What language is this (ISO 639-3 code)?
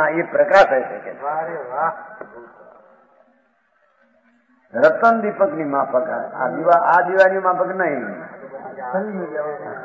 guj